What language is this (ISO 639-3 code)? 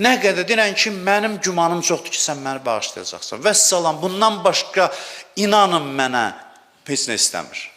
aze